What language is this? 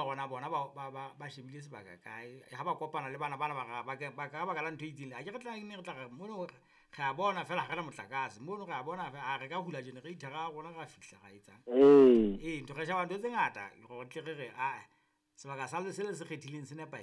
Southern Sotho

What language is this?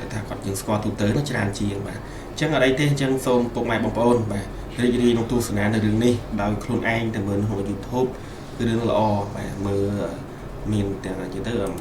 Khmer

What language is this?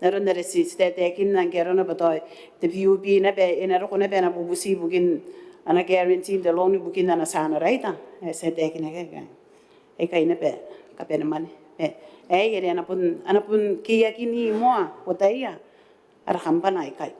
Gilbertese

